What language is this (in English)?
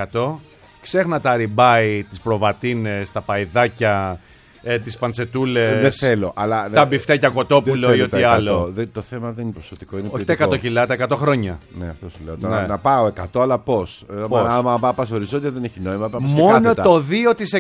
Greek